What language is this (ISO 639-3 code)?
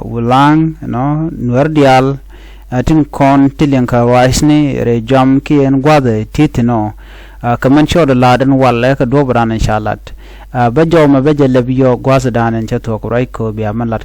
nus